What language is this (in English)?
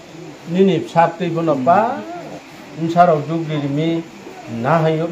Riang (India)